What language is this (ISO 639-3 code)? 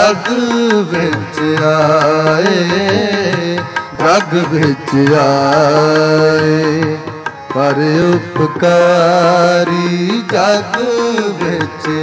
pan